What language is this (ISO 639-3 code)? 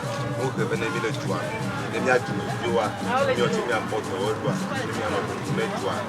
ewe